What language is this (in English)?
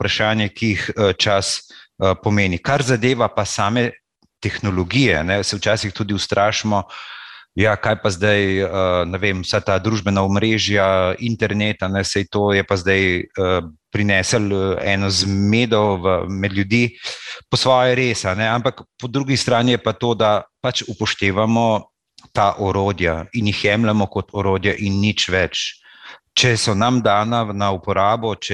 Slovenian